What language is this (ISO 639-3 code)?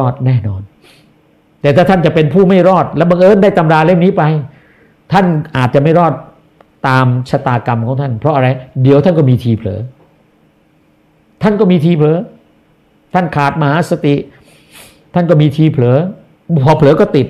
tha